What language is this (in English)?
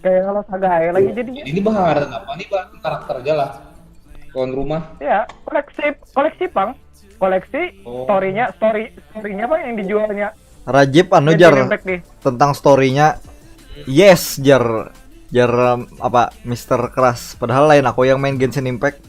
Banjar